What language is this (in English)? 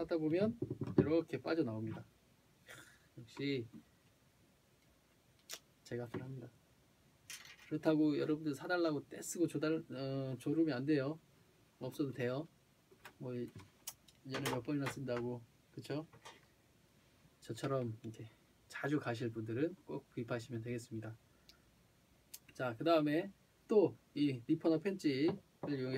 Korean